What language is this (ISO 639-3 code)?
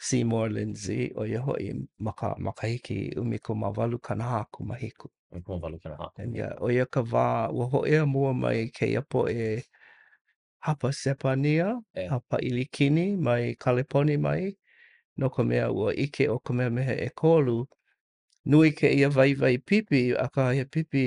haw